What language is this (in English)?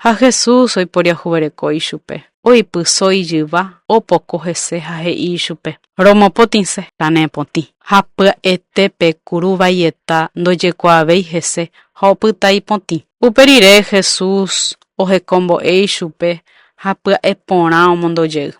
Guarani